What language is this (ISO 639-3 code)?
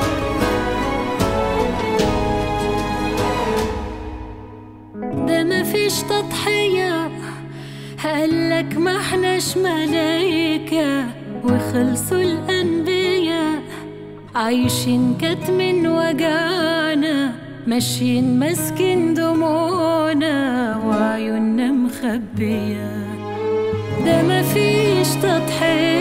arz